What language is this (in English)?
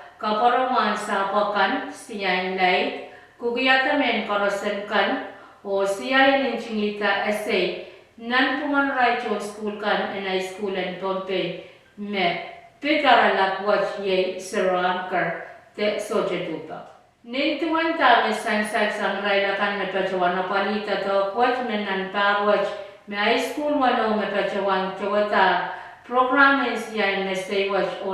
Pohnpeian